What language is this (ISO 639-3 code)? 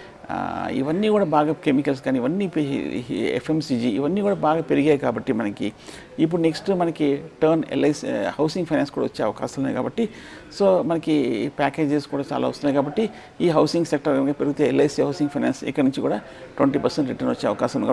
tel